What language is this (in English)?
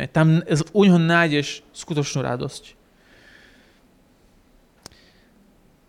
Slovak